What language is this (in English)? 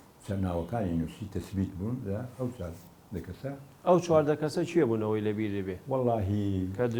Central Kurdish